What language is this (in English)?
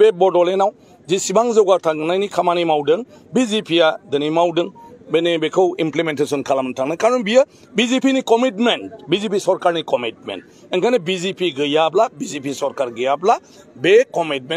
Bodo